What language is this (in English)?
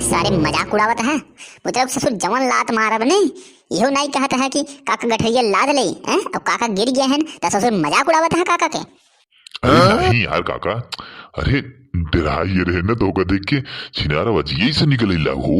Awadhi